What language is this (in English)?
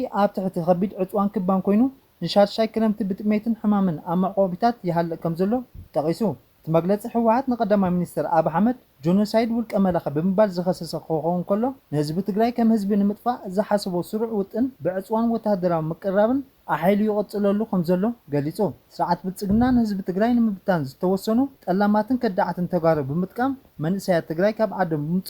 Tigrinya